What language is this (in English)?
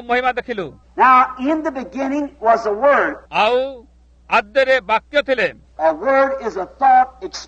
Odia